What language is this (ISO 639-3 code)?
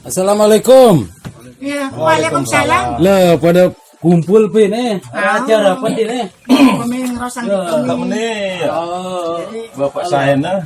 sas